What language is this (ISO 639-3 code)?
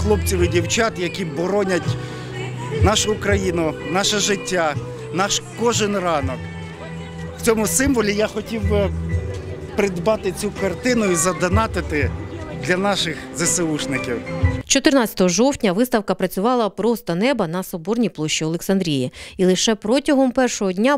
ukr